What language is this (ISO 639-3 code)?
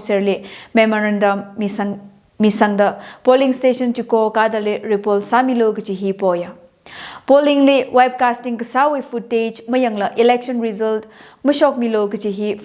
nmf